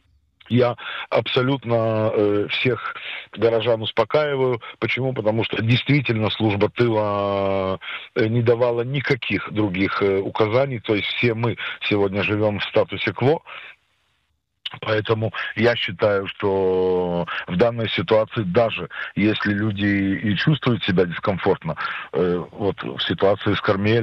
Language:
Russian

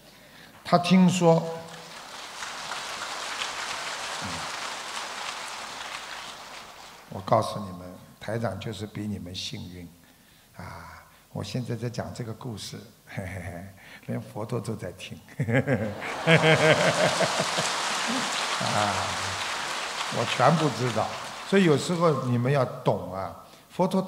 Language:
Chinese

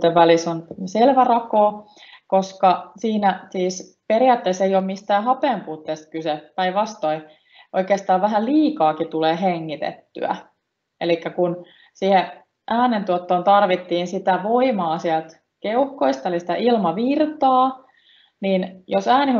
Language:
Finnish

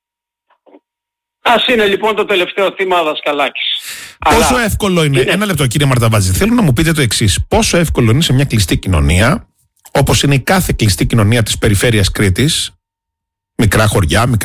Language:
Greek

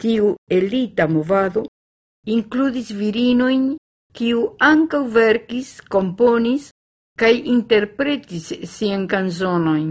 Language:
Esperanto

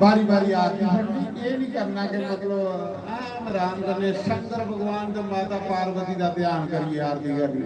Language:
Dogri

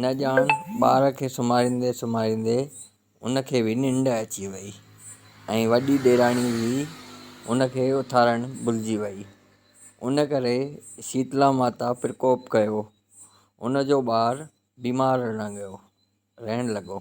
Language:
Sindhi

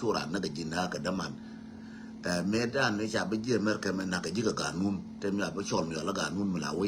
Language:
Nuer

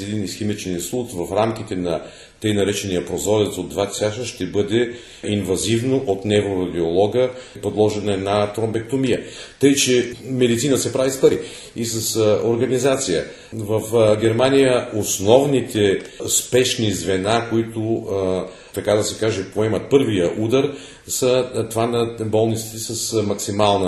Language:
Bulgarian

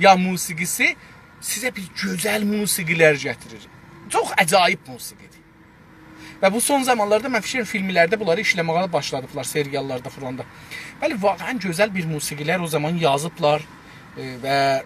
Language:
South Azerbaijani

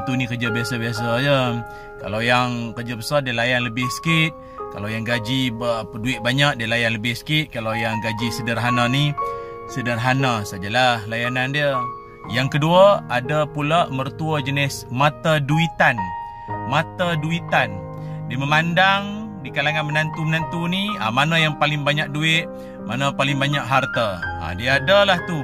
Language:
Malay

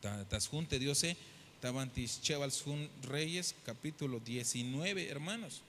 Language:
Tzeltal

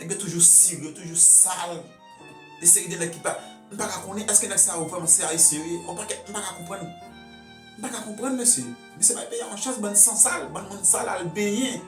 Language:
Haitian Creole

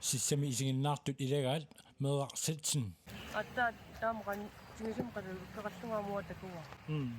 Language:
Kalaallisut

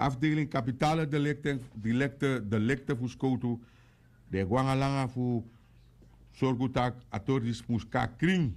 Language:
Sranan Tongo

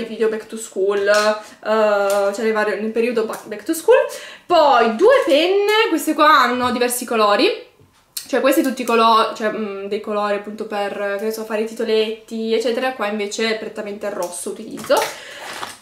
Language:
Italian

